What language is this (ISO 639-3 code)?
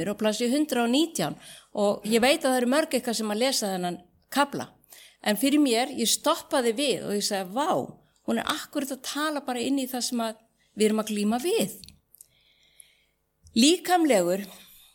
isl